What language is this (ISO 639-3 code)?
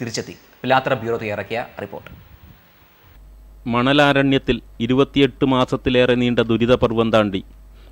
mal